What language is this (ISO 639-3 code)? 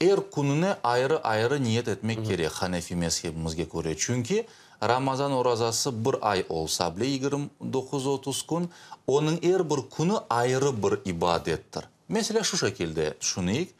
crh